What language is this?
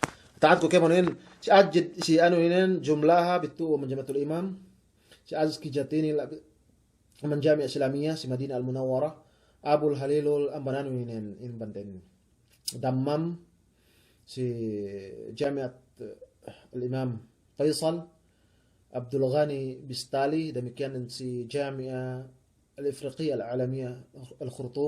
Yakan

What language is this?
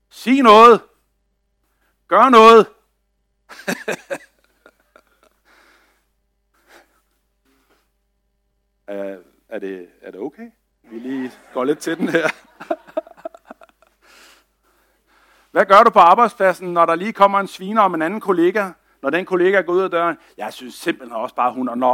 Danish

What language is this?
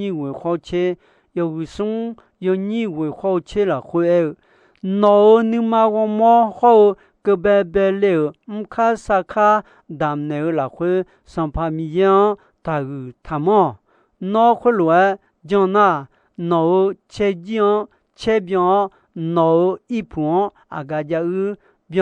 Akha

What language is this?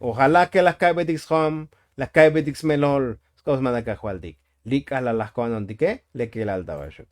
Tzotzil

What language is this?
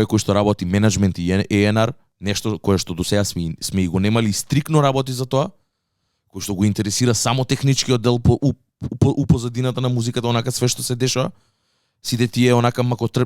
Macedonian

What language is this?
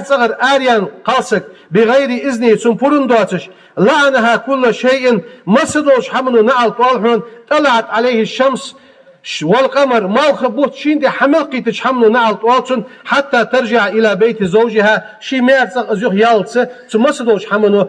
Ingush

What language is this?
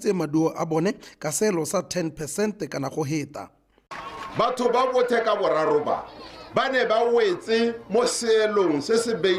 Tswana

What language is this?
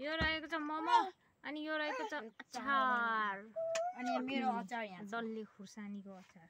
Nepali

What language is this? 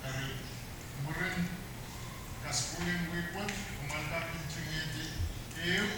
Pohnpeian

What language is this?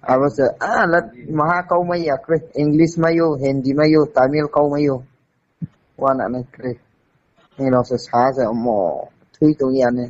Riang (India)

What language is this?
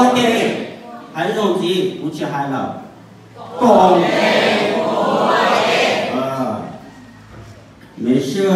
Vietnamese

